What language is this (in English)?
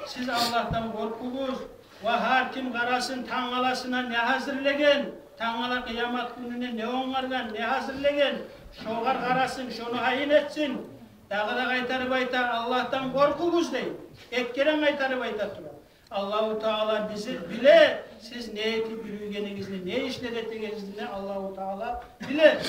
Kumyk